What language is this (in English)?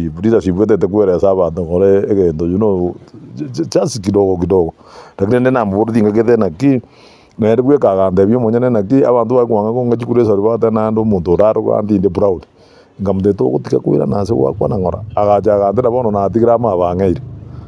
Gusii